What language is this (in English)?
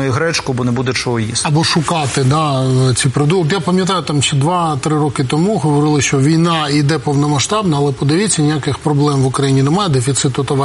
Ukrainian